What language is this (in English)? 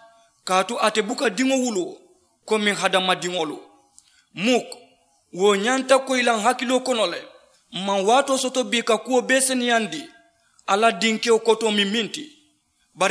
Mandingo